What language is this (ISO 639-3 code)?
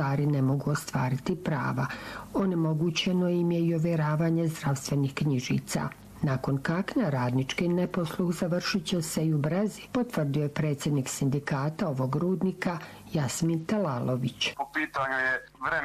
bos